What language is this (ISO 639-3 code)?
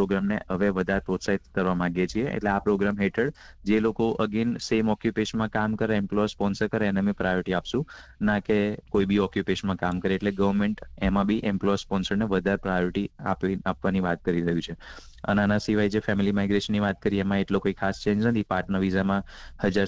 guj